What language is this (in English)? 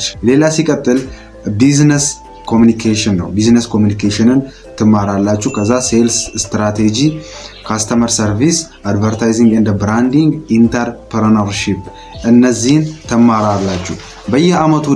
Amharic